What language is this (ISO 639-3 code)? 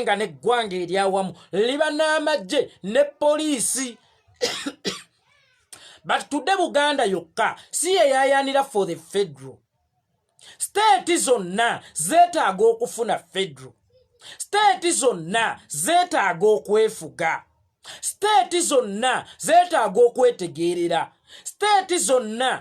lug